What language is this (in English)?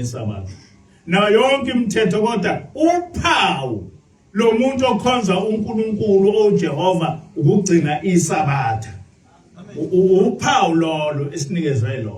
Zulu